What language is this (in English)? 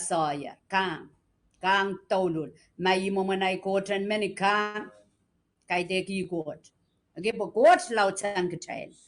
Pohnpeian